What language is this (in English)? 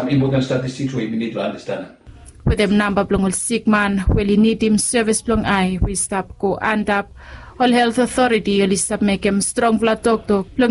Bislama